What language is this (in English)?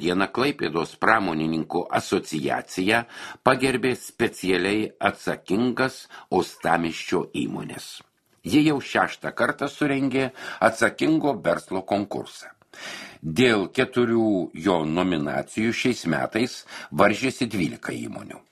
Lithuanian